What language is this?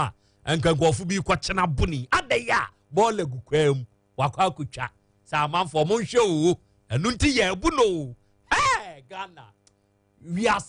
Akan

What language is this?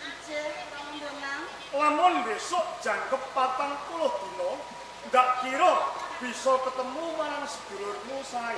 Javanese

